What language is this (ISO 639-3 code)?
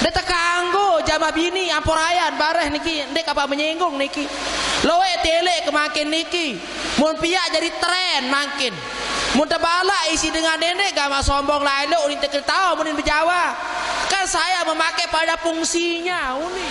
sas